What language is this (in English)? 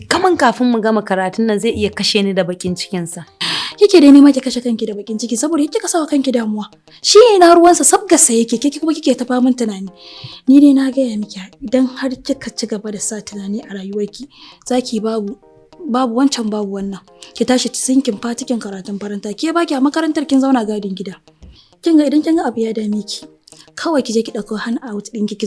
Hausa